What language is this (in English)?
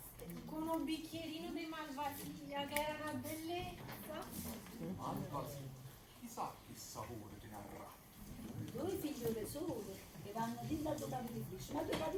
Neapolitan